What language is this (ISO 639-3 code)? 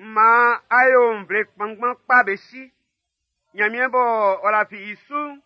bci